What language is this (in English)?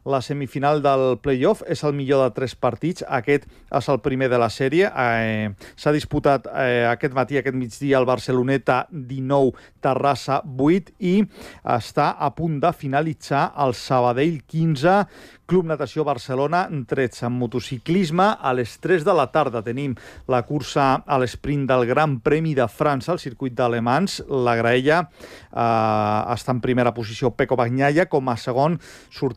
Catalan